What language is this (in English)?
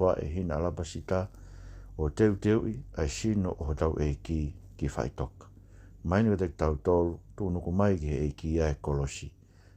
Tongan